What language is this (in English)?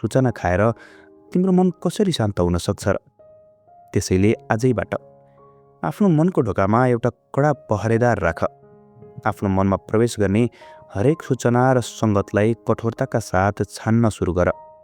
Nepali